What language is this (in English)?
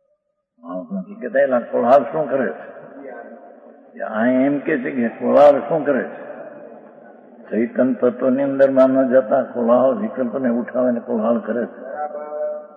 Gujarati